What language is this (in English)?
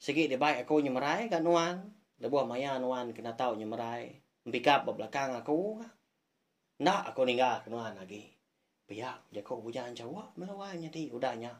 Iban